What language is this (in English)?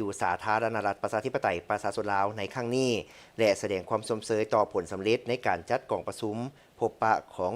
Lao